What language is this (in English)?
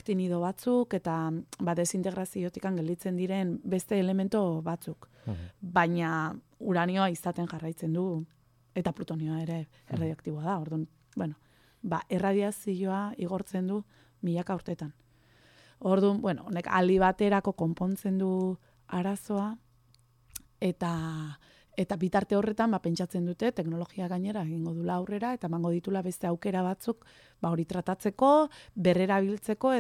Basque